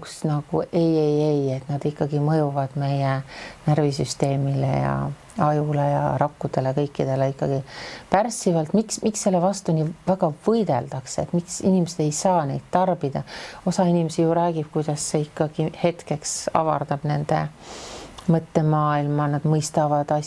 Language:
Estonian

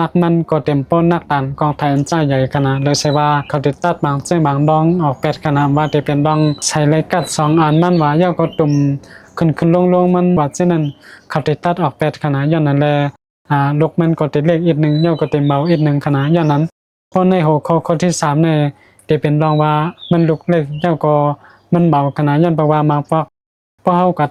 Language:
Shan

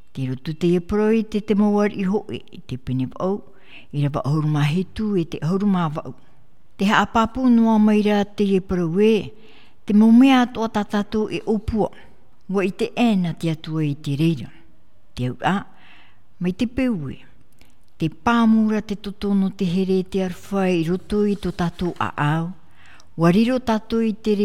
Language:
Tahitian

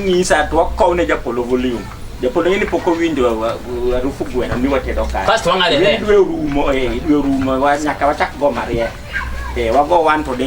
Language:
Luo (Kenya and Tanzania)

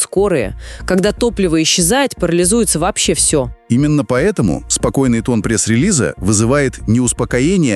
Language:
Russian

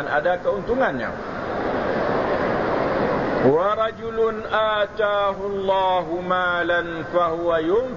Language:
Malay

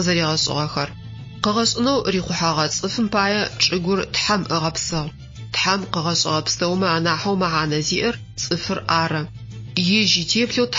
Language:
Adyghe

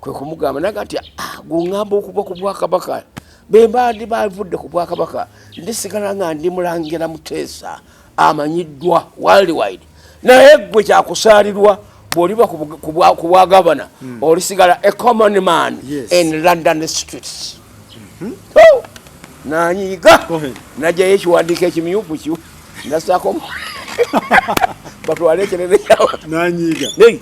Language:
Ganda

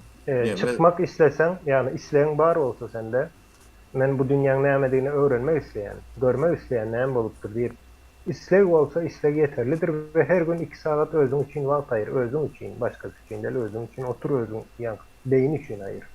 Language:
Turkmen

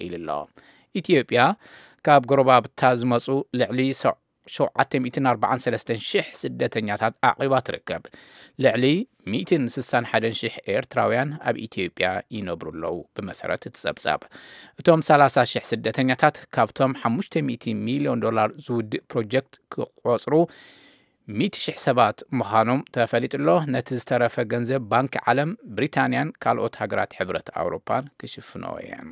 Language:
Tigrinya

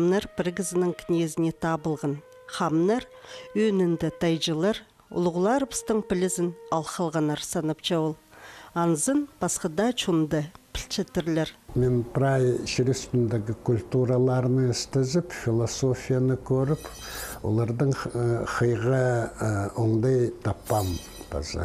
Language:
Khakas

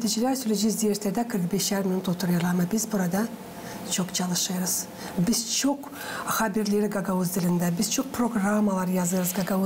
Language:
Gagauz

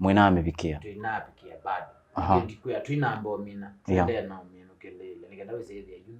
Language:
Kamba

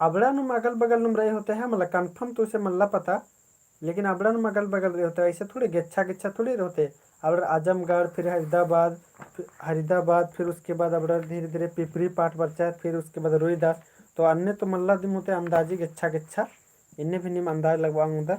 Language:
Kurukh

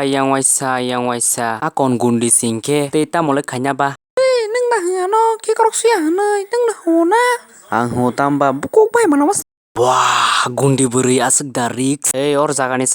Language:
Kok Borok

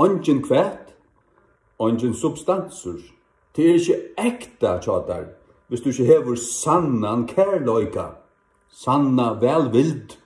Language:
Faroese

